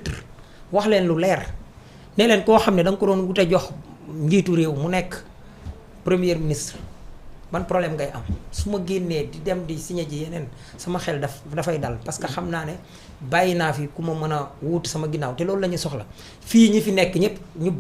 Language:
Wolof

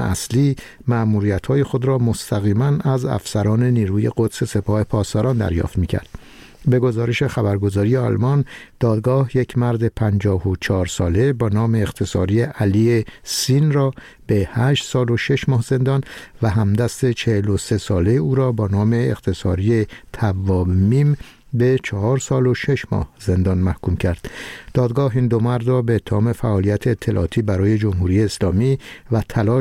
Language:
Persian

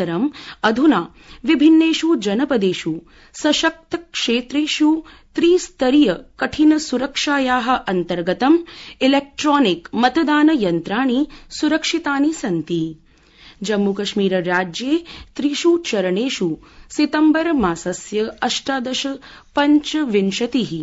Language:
Sanskrit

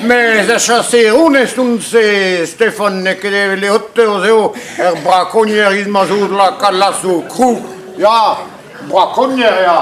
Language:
Breton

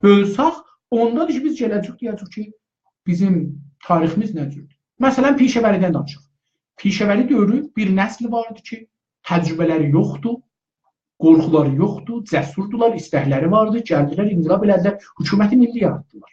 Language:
South Azerbaijani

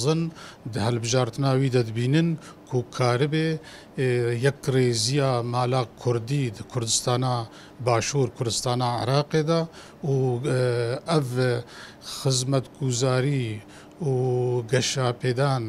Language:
Kurdish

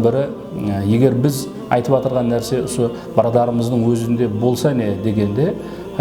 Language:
Kara-Kalpak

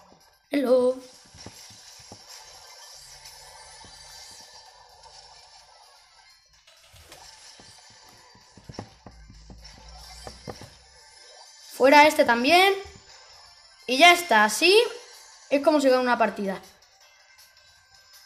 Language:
Spanish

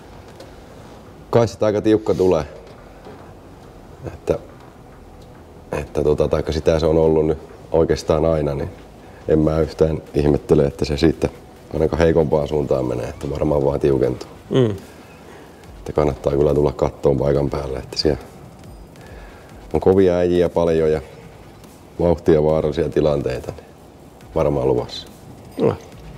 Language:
Finnish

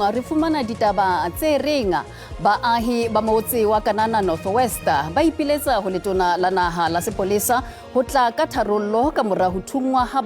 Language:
Southern Sotho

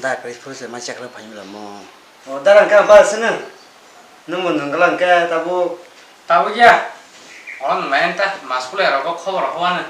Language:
Kok Borok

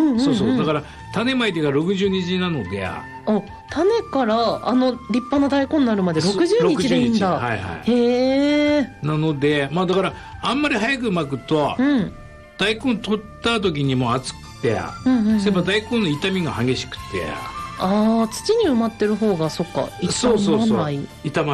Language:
Japanese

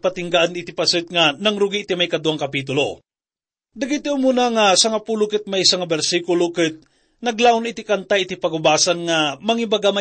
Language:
Iloko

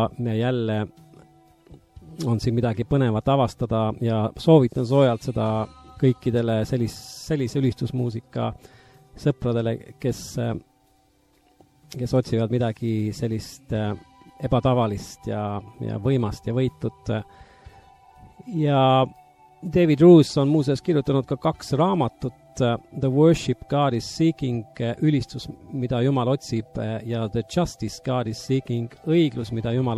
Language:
Estonian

